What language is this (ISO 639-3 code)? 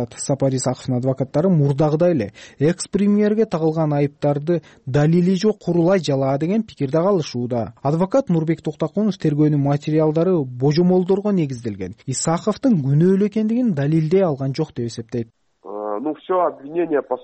kir